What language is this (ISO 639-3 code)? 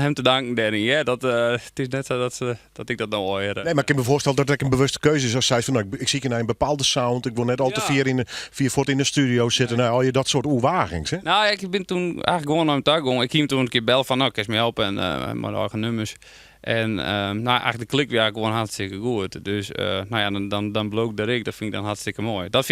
fry